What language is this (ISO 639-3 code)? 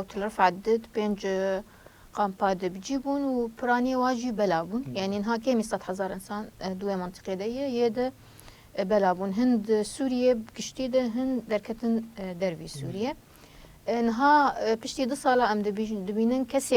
kur